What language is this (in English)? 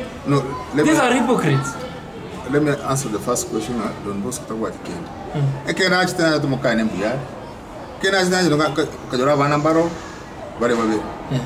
Gusii